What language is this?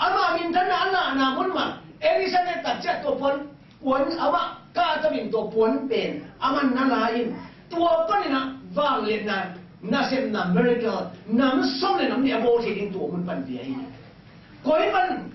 Tedim Chin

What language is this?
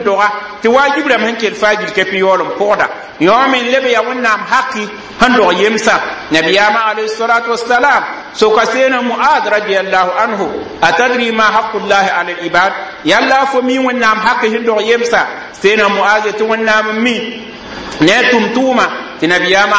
Mossi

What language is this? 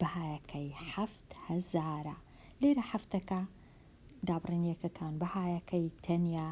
Central Kurdish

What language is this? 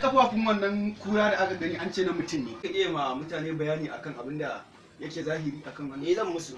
Hausa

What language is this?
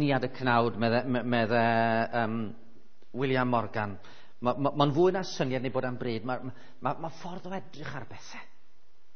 Welsh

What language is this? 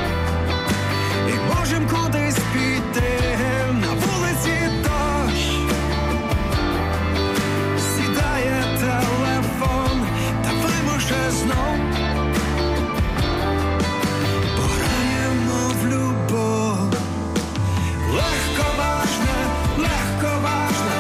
Ukrainian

